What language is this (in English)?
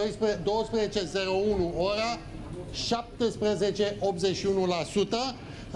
Romanian